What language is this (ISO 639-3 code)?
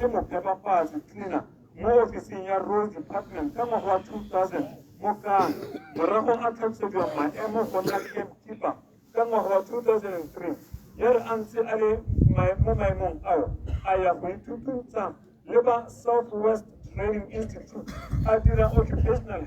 tsn